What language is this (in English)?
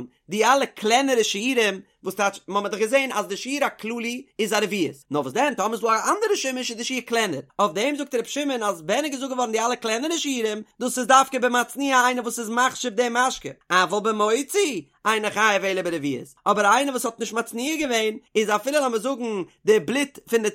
Yiddish